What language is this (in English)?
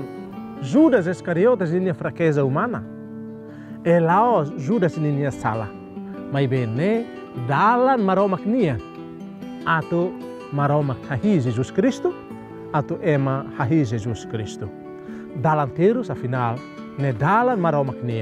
Tetum